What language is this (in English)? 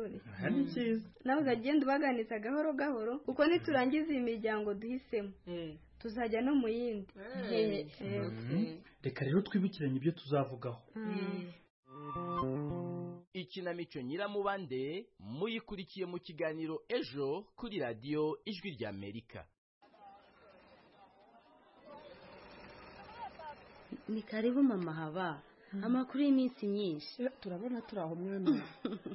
Kinyarwanda